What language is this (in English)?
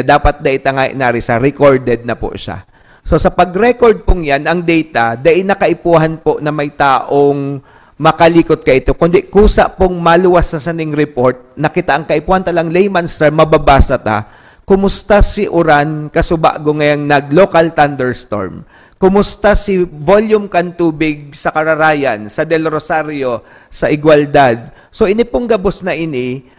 Bikol